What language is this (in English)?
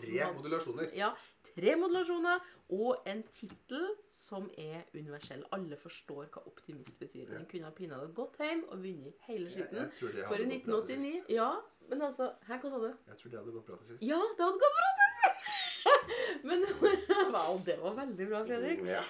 Norwegian